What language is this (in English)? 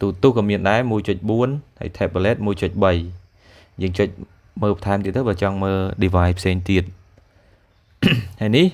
Khmer